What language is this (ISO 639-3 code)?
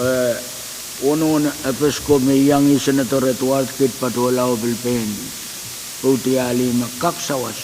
pon